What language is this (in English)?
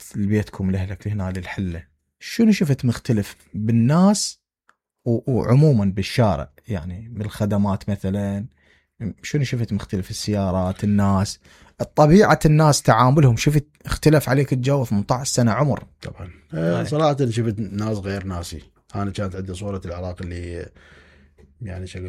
Mesopotamian Arabic